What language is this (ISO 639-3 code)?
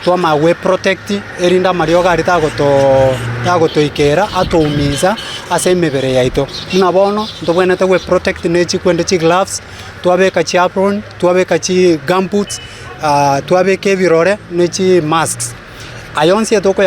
guz